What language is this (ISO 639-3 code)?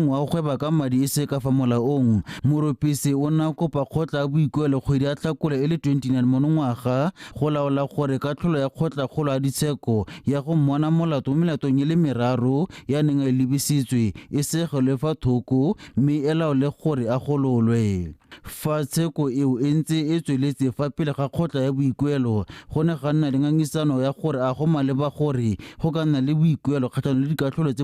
tsn